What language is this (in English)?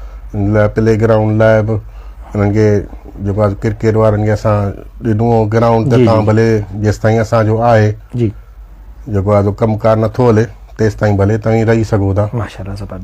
Sindhi